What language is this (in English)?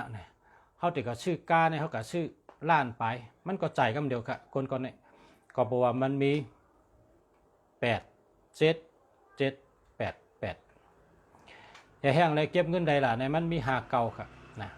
Shan